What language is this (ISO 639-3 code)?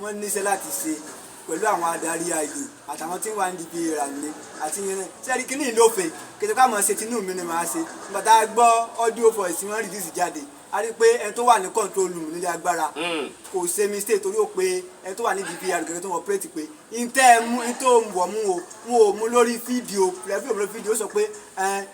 yor